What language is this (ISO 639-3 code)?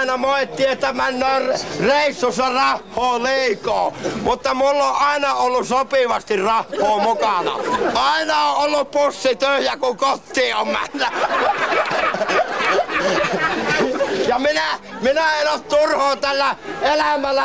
fin